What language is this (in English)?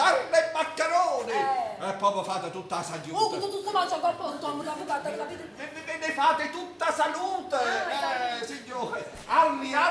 Neapolitan